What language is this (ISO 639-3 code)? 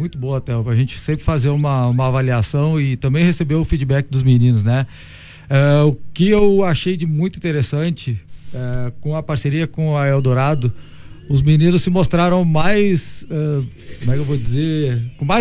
por